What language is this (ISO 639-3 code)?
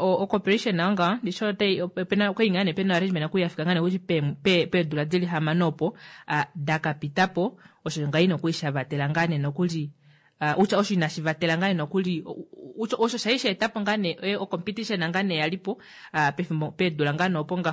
kua